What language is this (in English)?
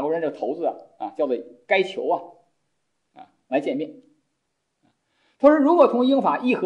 Chinese